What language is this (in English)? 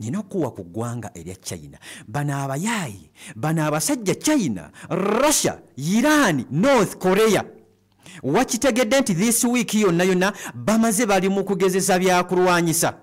Ganda